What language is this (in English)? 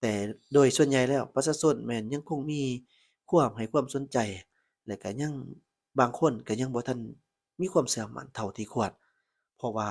Lao